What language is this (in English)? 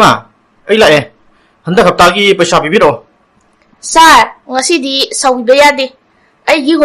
Manipuri